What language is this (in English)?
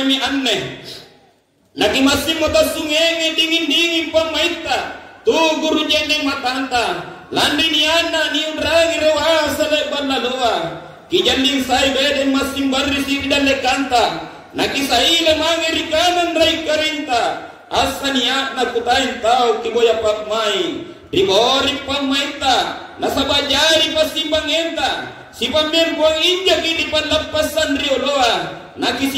Makasar